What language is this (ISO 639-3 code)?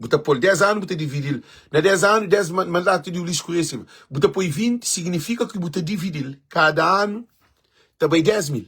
kea